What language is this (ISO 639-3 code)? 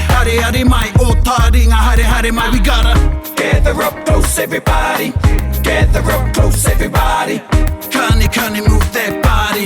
mri